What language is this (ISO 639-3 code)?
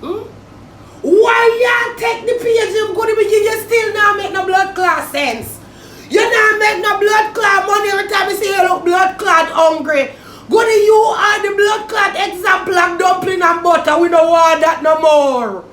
jam